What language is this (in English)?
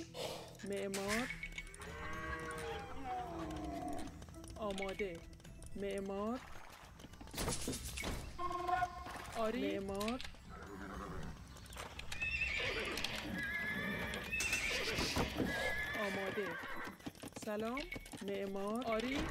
Persian